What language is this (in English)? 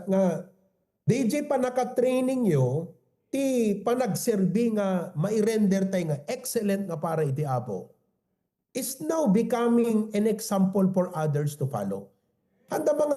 Iloko